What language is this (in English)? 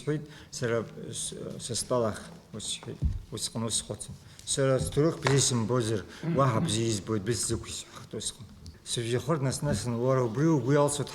Abkhazian